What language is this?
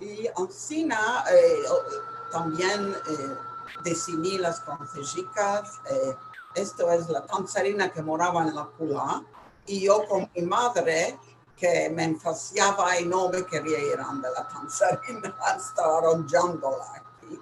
Ladino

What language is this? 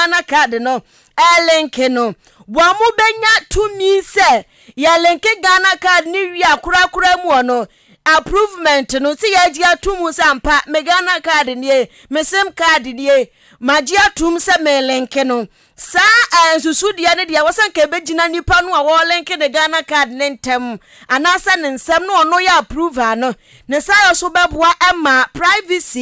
Akan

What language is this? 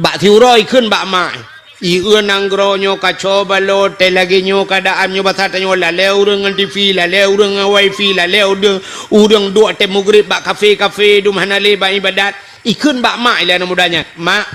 Achinese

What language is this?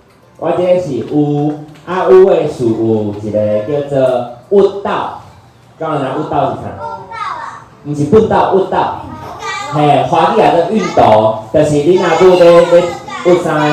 Min Nan Chinese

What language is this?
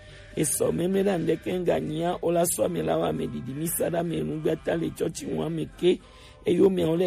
Gen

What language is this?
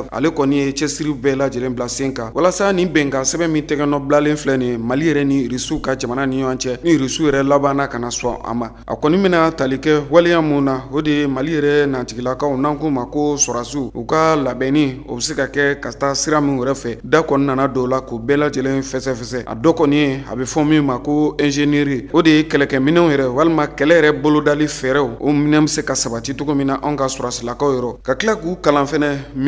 Bambara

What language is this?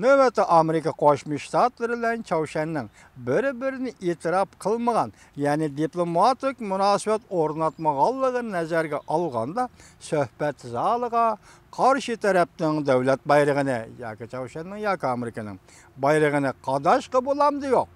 Uyghur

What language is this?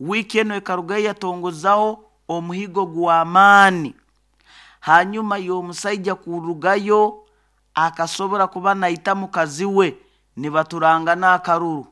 Nyoro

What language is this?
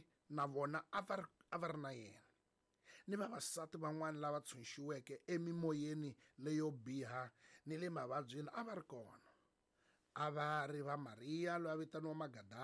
Tsonga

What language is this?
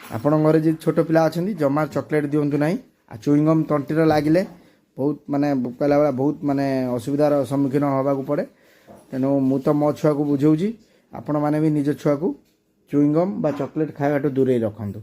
Odia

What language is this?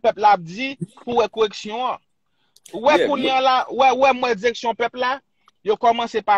Haitian Creole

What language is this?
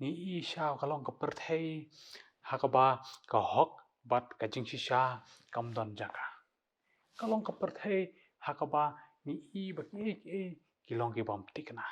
Khasi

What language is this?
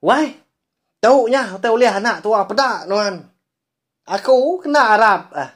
Iban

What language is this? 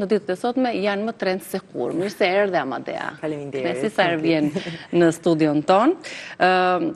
Albanian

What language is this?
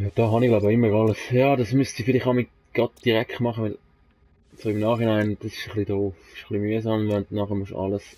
Swiss German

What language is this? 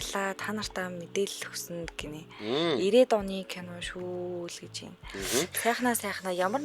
Mongolian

